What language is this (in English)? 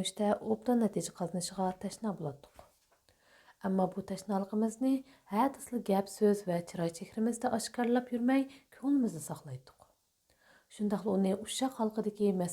Uyghur